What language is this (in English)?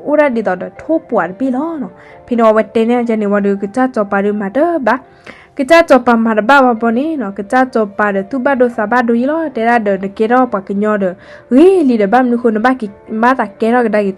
S'gaw Karen